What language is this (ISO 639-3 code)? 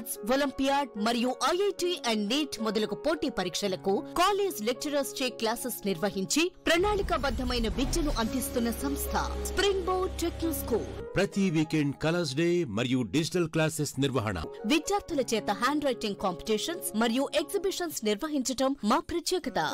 tel